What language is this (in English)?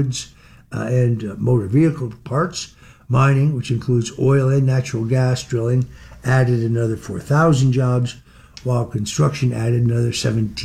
English